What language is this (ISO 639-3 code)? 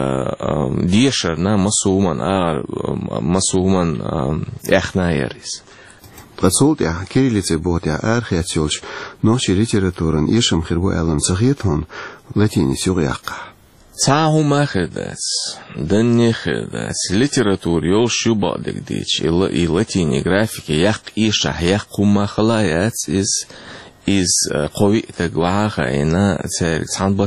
che